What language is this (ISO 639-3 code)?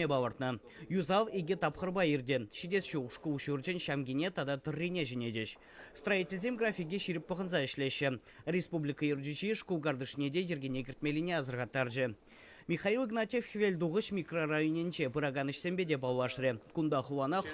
chv